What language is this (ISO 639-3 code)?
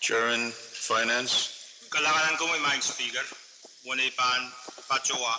pon